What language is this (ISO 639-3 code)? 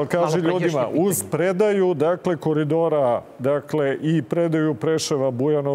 srp